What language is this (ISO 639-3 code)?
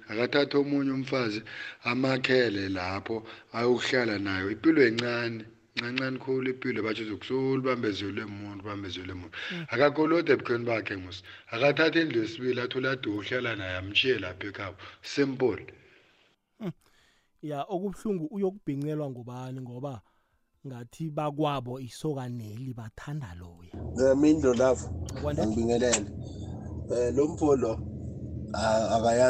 nbl